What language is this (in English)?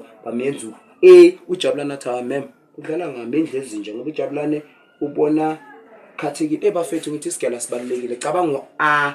Zulu